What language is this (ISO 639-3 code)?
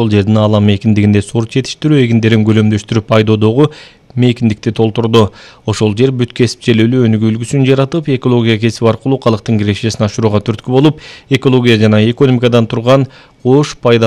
kir